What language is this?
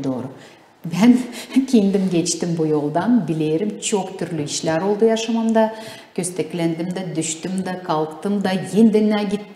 Gagauz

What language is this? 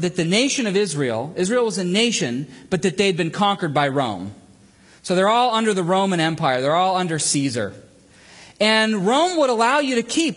English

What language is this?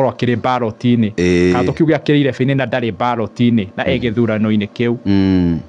Kikuyu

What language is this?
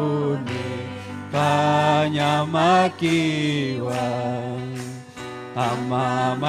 Ayacucho Quechua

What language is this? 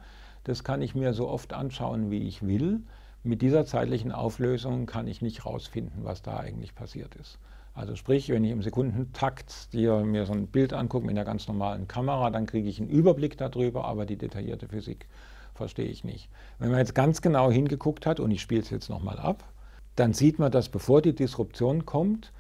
German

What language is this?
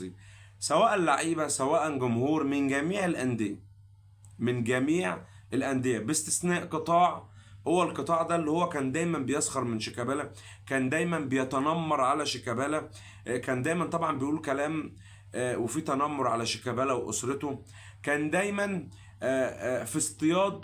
Egyptian Arabic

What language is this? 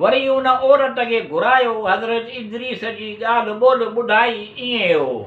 Sindhi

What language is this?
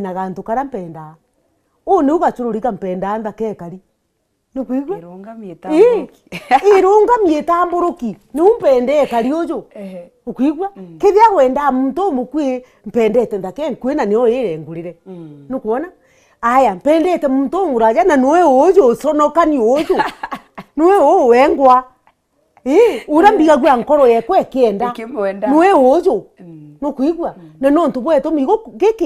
Meru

